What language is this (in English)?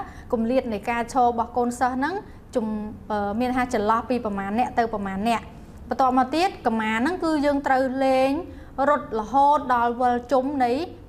Khmer